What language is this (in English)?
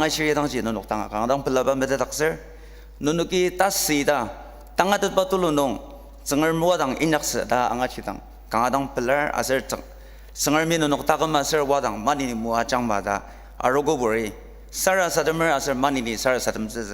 Ao Naga